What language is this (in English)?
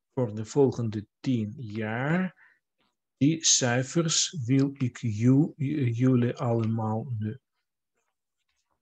Dutch